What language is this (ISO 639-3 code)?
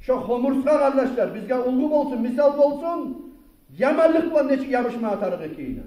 kum